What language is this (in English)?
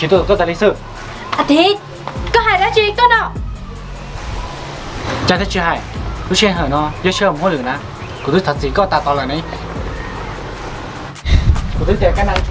Vietnamese